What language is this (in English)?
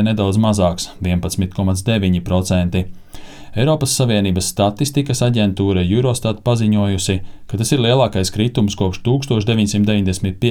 Latvian